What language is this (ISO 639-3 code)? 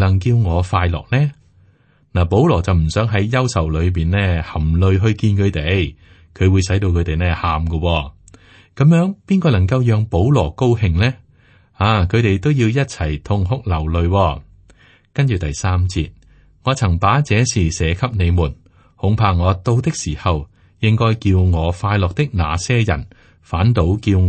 yue